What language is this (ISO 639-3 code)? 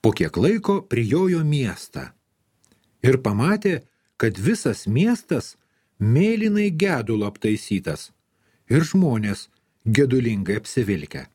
lit